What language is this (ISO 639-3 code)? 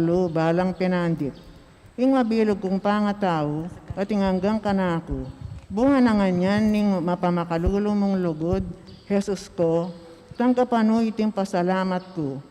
pam